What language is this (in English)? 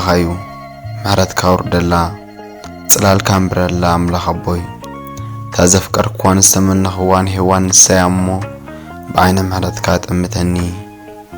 Tigrinya